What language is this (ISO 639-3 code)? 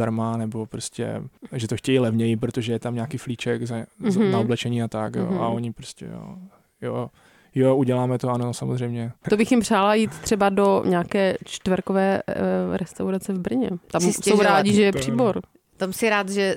ces